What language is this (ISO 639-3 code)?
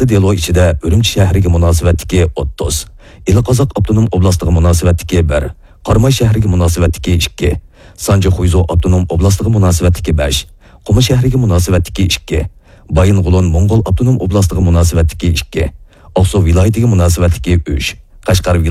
uig